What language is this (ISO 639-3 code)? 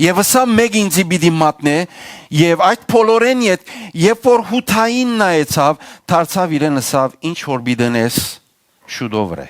hyw